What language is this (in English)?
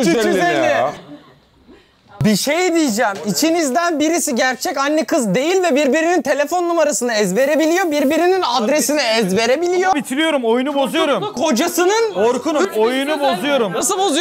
Turkish